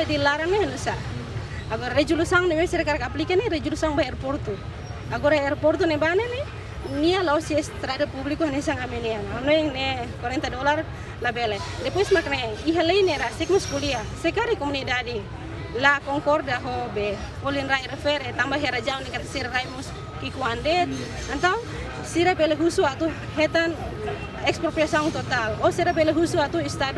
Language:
Tetum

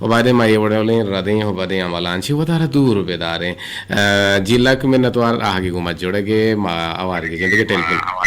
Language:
Eastern Balochi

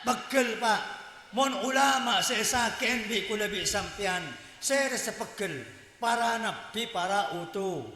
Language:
Madurese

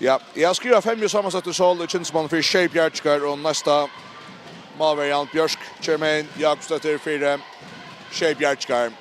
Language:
Faroese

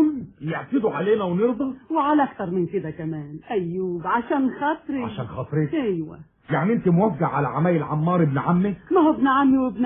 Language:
Egyptian Arabic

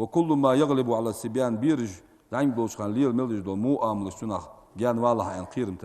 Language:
Ingush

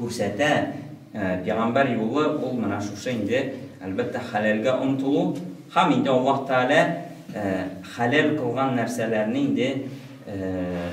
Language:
Tatar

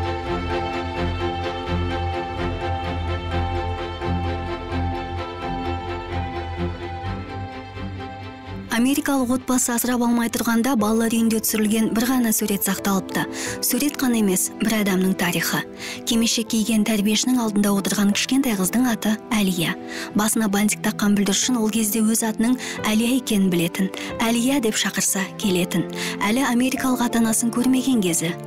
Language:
Kazakh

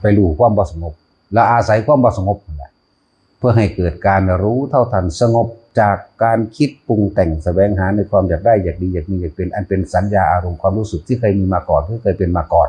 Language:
Northeastern Thai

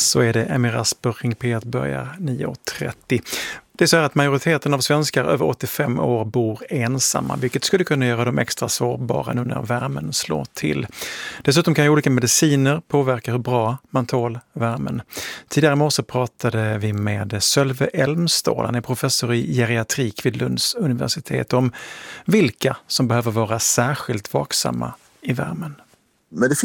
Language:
Swedish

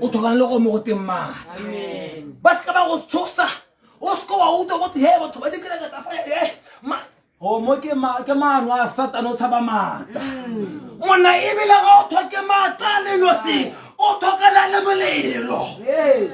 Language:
Tswana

